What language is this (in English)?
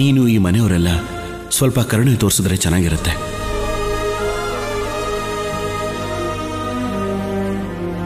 Kannada